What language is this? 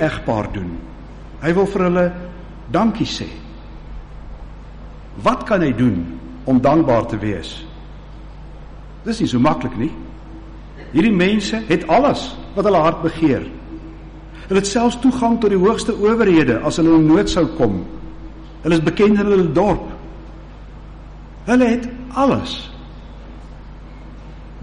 Afrikaans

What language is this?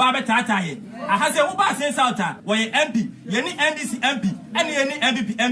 Akan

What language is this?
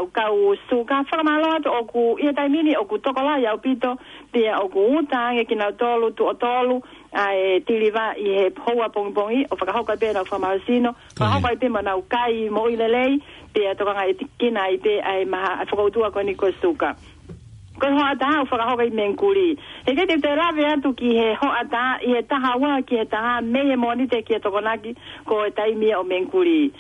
Tongan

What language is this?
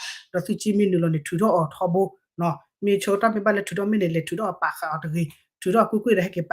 S'gaw Karen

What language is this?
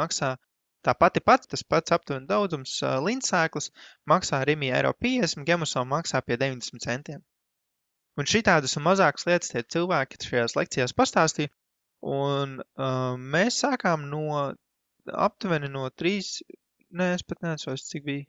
Latvian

